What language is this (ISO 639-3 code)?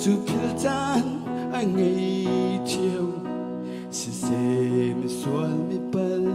cnh